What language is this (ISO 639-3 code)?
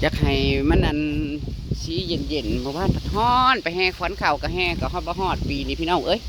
tts